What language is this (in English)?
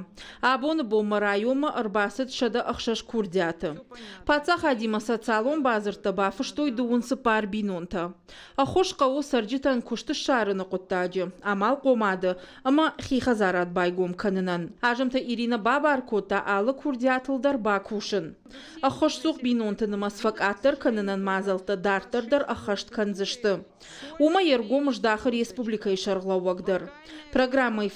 Ossetic